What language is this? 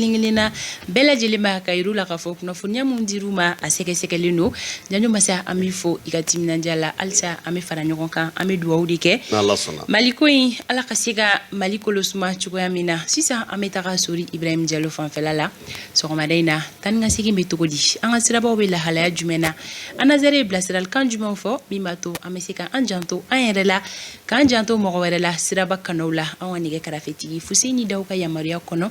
Bambara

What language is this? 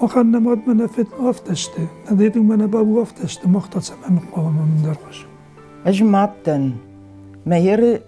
Ossetic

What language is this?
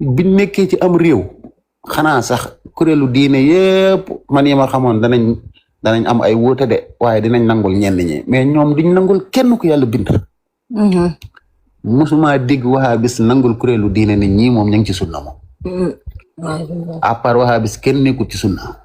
Wolof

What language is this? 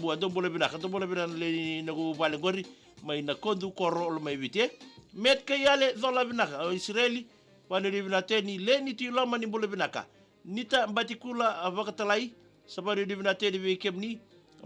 Fijian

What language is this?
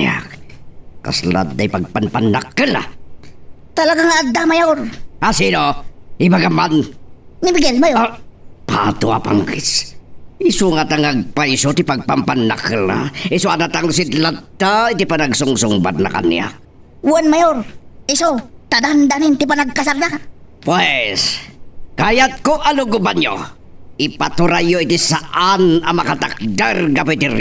Iloko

